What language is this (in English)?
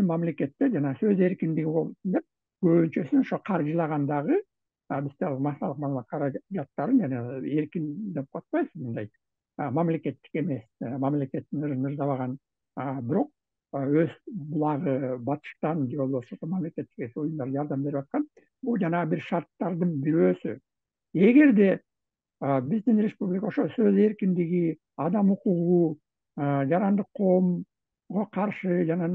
Kyrgyz